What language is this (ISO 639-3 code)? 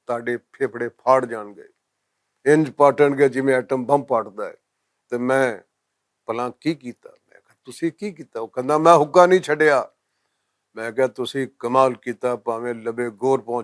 lah